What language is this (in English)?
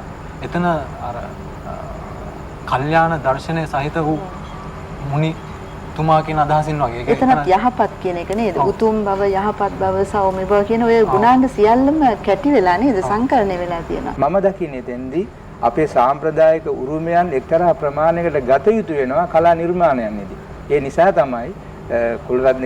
Sinhala